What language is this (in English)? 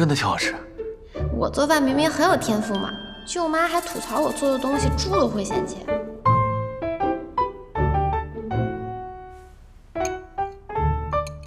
Chinese